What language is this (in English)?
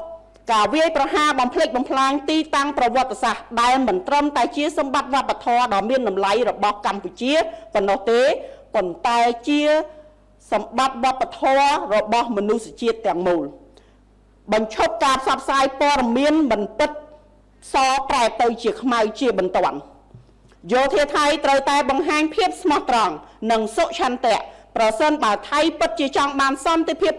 Khmer